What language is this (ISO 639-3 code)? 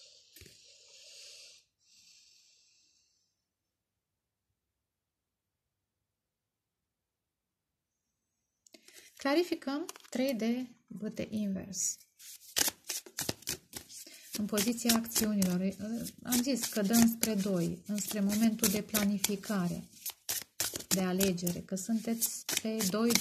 ron